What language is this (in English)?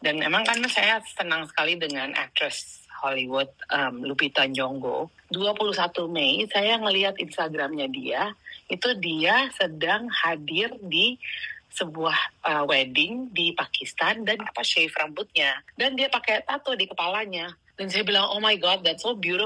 Indonesian